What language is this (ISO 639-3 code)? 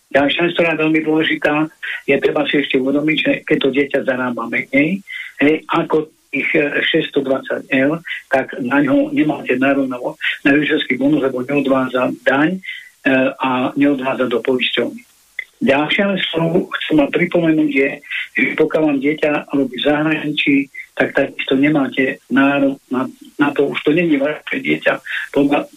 slk